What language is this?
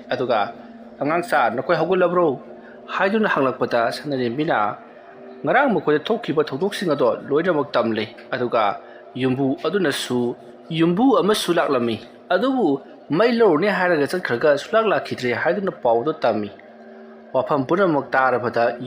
Manipuri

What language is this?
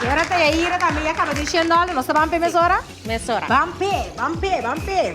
Papiamento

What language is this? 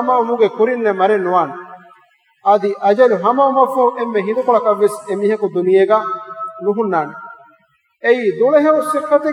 Divehi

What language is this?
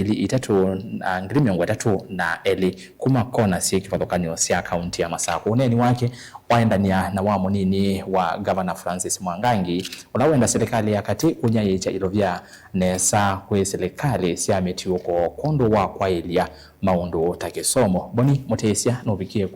Kamba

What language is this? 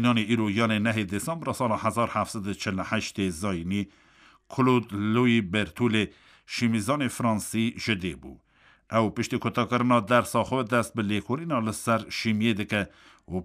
Kurdish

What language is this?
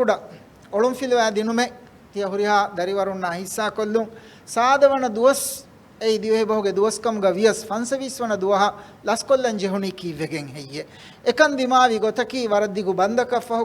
Divehi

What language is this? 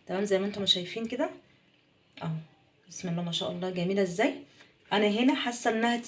Egyptian Arabic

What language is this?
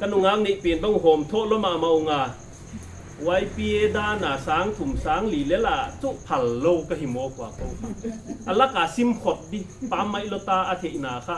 Paite Chin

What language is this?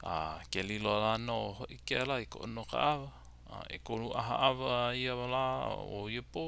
Hawaiian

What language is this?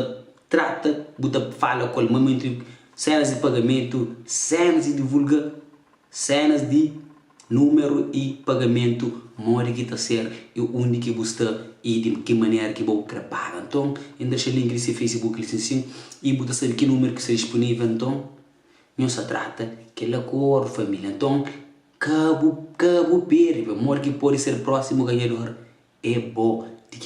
Kabuverdianu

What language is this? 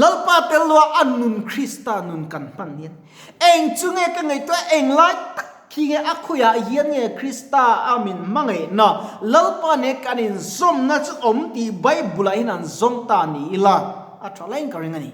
Mizo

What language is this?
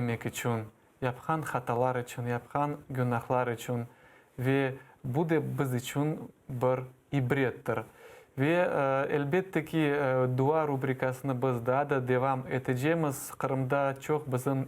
Crimean Tatar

